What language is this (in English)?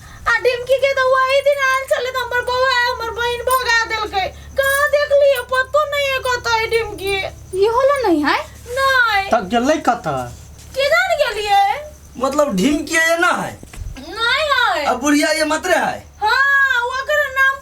Maithili